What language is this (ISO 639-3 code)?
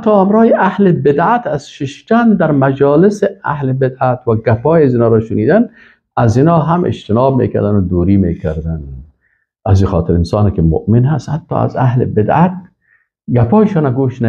fas